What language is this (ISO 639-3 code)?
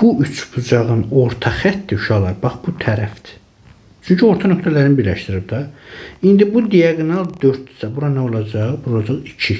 aze